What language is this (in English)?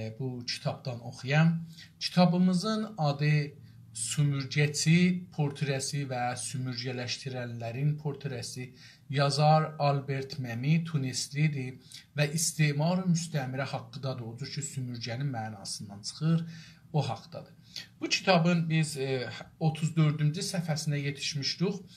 South Azerbaijani